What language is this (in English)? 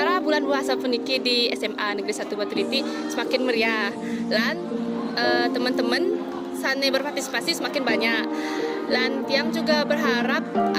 Balinese